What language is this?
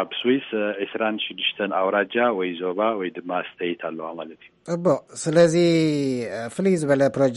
Tigrinya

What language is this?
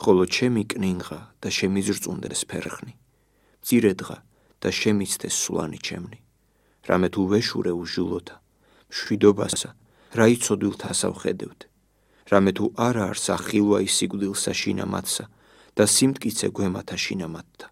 Georgian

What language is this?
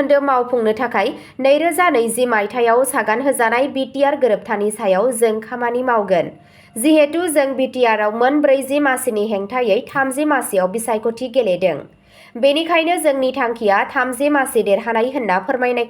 Bodo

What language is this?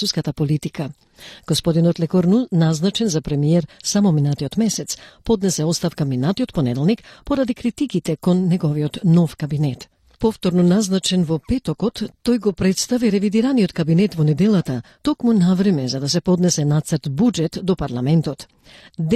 Macedonian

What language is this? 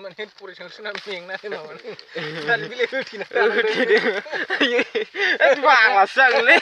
Bodo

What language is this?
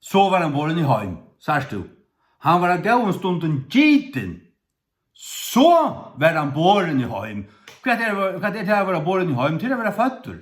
Faroese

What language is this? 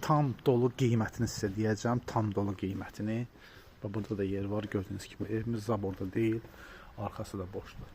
Azerbaijani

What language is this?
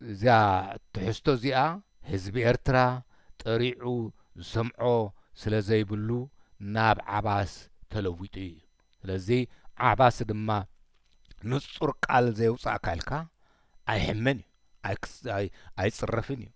Tigrinya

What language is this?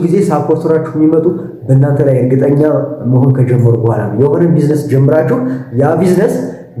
Amharic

